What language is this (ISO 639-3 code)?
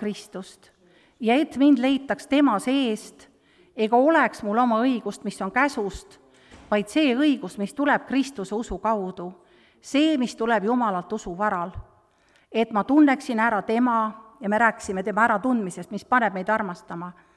est